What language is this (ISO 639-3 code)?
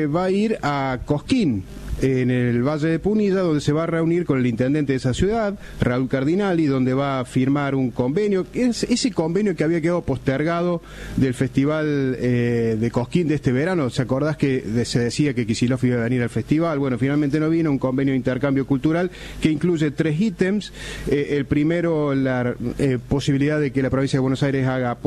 spa